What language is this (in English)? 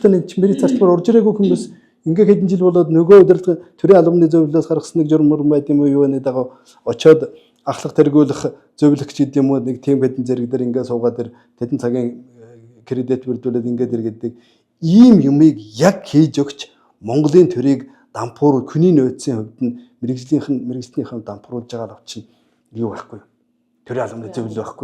Mongolian